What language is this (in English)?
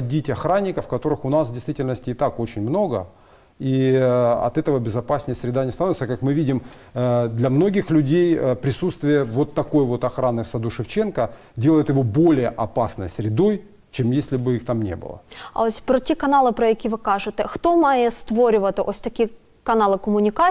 Ukrainian